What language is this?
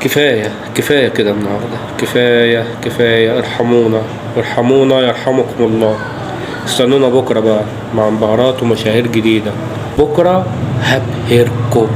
Egyptian Arabic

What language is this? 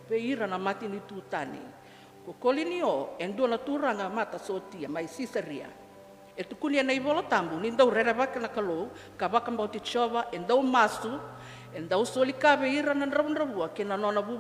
Fijian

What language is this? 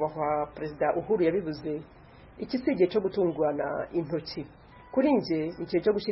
Kinyarwanda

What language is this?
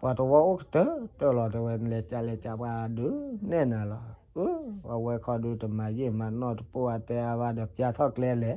S'gaw Karen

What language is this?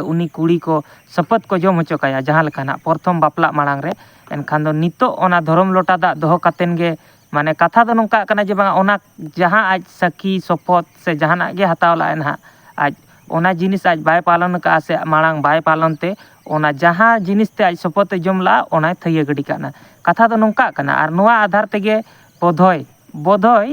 Santali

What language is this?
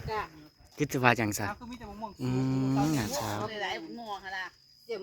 Northeastern Thai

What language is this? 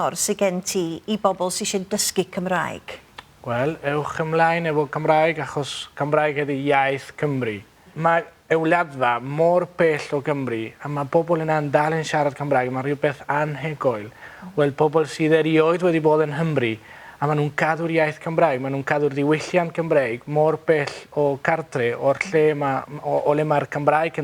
Welsh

